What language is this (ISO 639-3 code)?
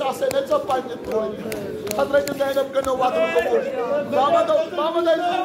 kas